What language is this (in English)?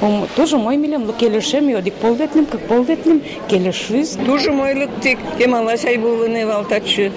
Udmurt